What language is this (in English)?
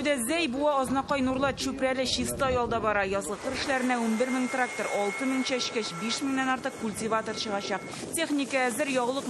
Tatar